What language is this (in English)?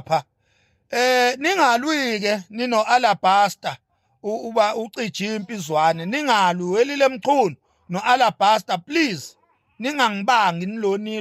Zulu